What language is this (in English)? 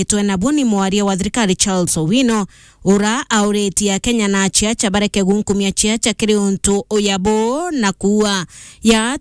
Meru